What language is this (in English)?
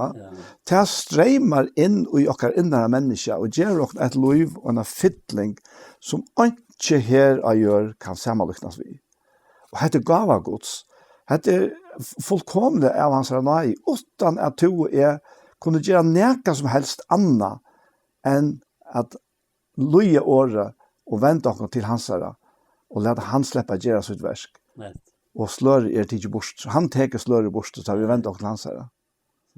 Faroese